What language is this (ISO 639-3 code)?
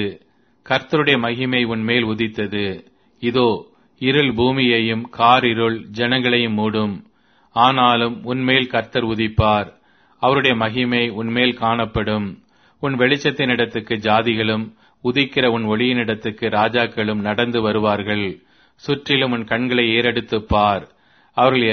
tam